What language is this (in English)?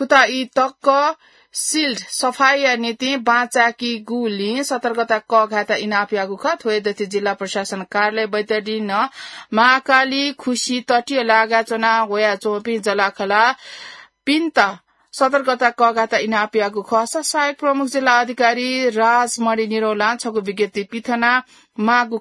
Newari